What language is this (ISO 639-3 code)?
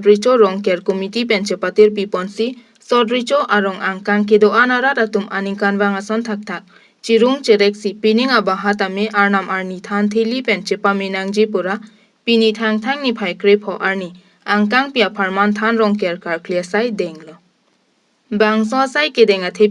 mjw